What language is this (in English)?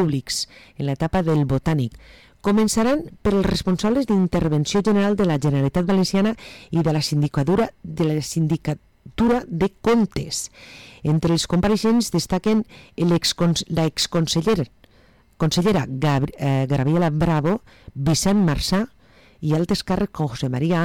Catalan